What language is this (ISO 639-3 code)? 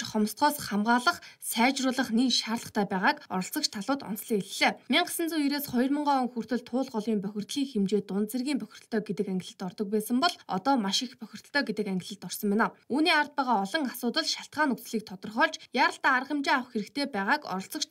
mon